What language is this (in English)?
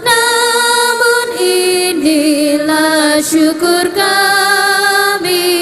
Ambonese Malay